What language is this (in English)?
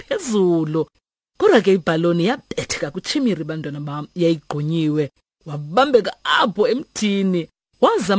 Xhosa